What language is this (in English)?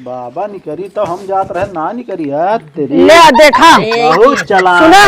Awadhi